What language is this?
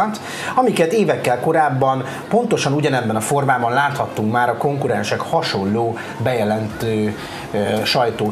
Hungarian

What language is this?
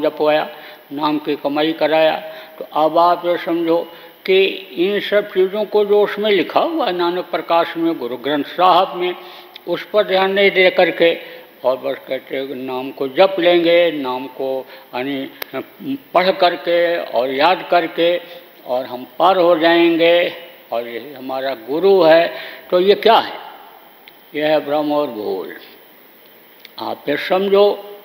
Hindi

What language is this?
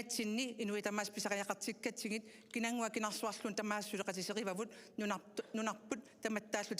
Kalaallisut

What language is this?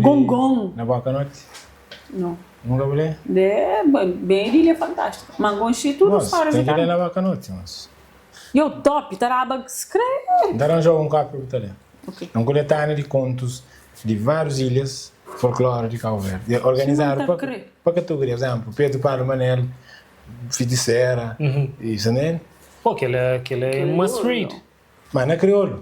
Kabuverdianu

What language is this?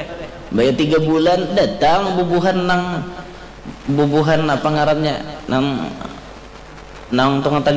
Banjar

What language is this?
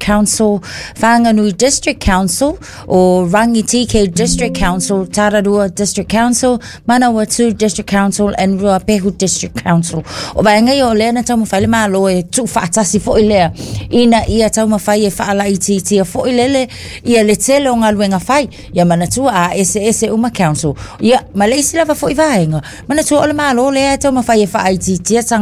Samoan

